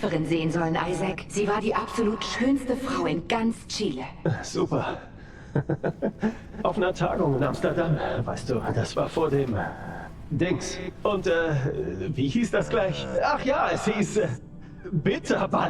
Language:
Swiss German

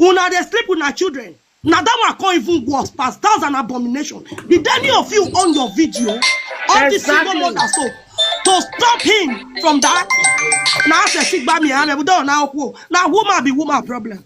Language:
Nigerian Pidgin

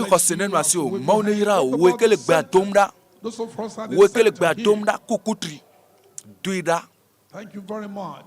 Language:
Ewe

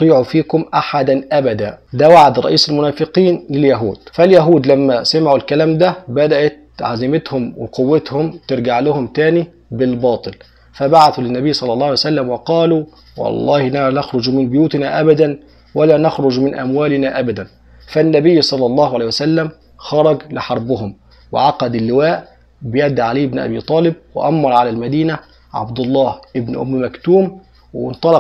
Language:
Egyptian Arabic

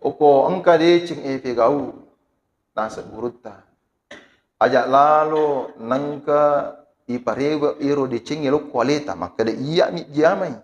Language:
Buginese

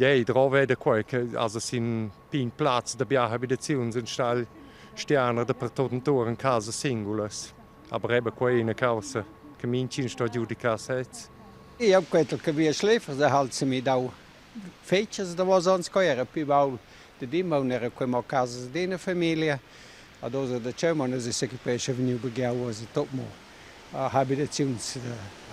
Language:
Romansh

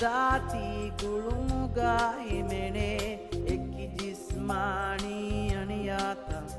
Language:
Divehi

